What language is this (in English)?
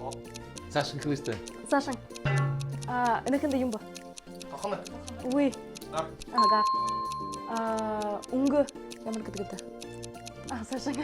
Buriat